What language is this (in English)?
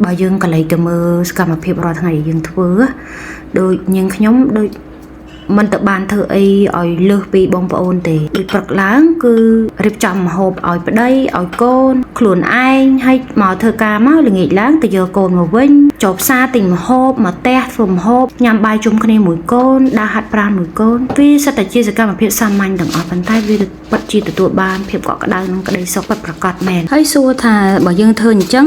Khmer